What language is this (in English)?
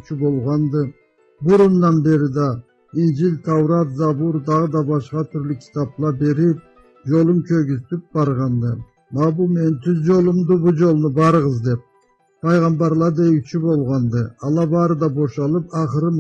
Karachay-Balkar